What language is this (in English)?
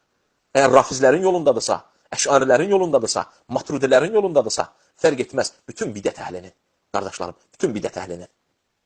Azerbaijani